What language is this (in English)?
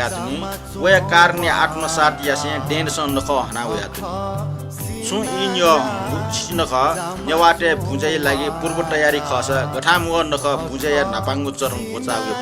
Newari